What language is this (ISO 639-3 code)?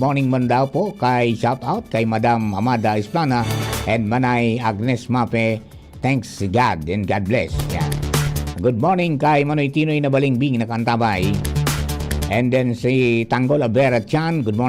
bik